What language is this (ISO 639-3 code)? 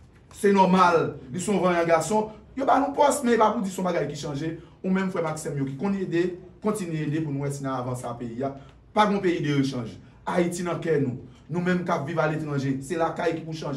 hat